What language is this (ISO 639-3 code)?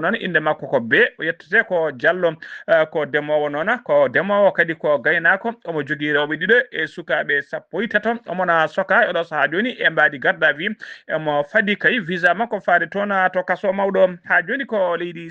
ful